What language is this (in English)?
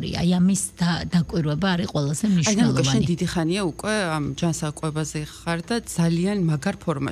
Georgian